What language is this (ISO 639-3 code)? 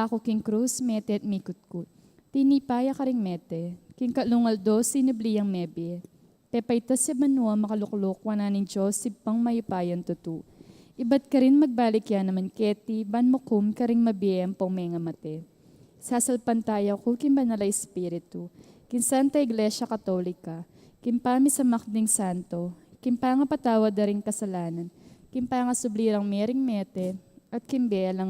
pam